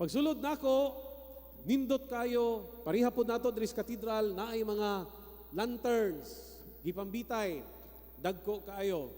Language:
Cebuano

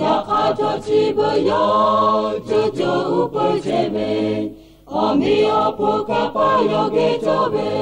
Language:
Lahu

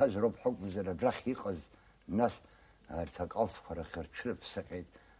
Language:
Abkhazian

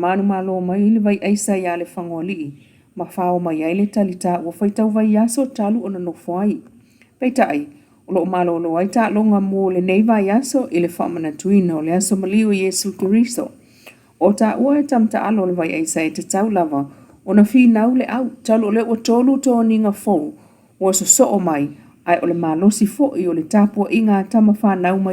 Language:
Samoan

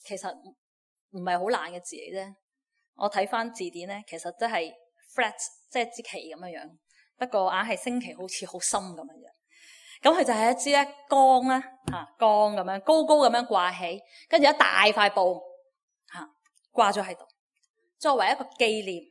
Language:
Cantonese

